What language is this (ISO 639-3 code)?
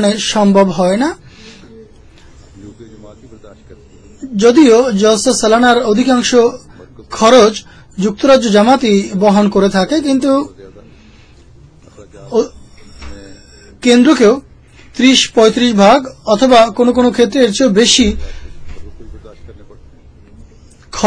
ben